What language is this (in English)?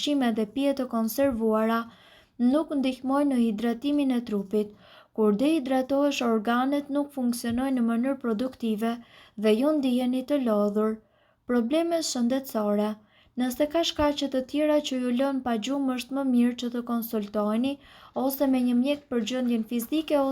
Albanian